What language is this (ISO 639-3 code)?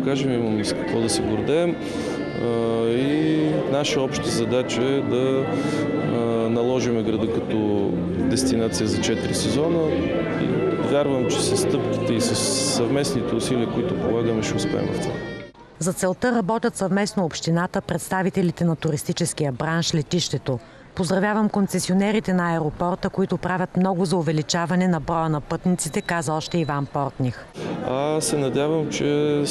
bul